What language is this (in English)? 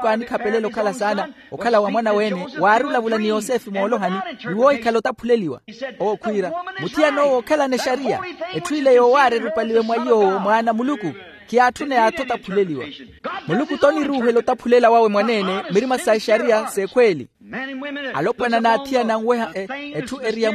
Makhuwa